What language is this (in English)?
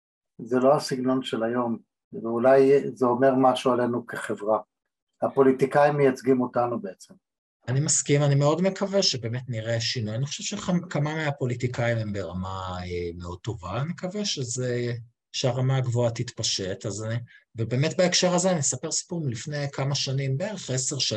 Hebrew